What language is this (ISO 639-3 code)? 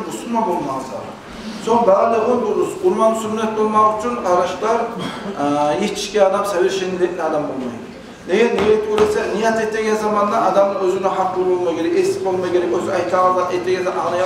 kum